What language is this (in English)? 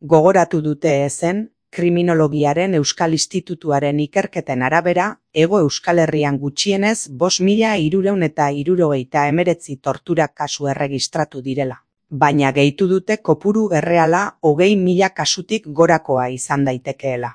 Basque